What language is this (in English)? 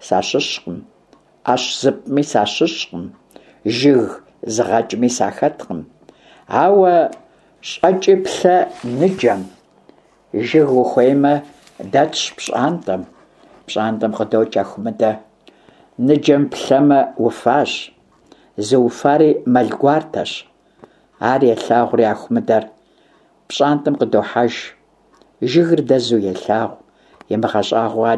Kabardian